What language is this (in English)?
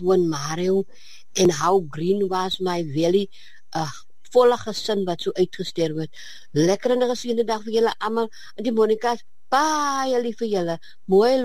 Afrikaans